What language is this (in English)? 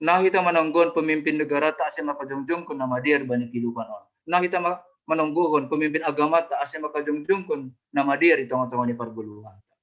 Batak Simalungun